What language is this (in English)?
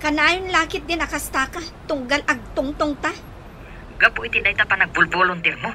Iloko